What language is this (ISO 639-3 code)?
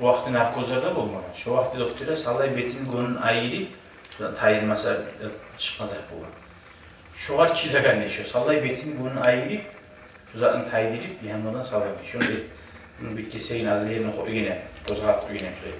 kum